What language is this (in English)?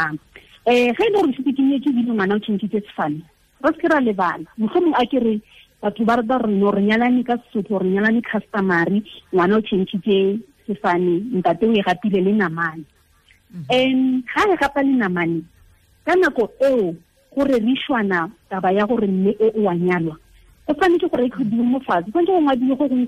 Tswana